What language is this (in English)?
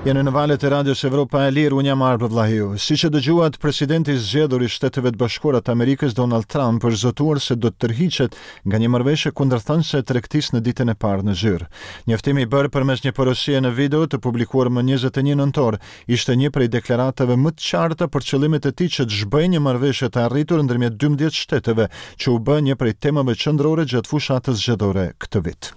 Albanian